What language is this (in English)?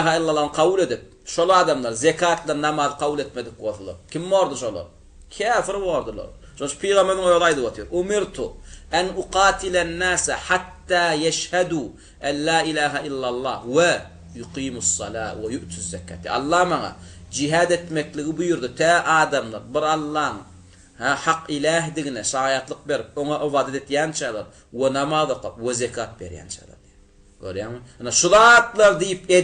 Turkmen